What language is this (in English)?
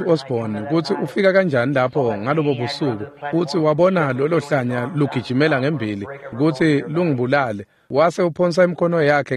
Swati